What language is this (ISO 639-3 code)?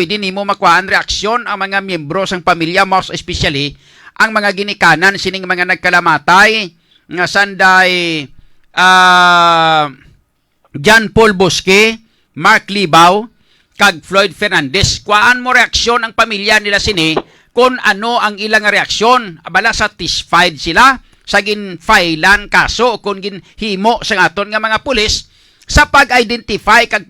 hil